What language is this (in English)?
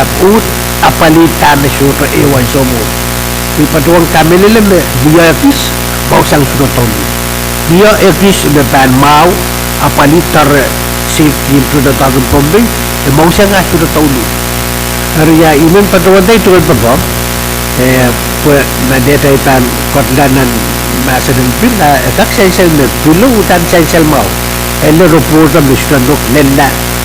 Pohnpeian